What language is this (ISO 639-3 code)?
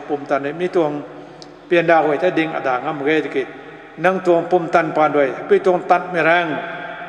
nbu